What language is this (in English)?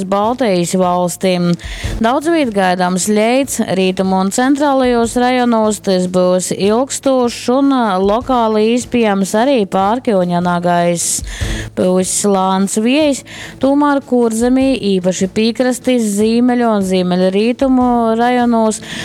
Latgalian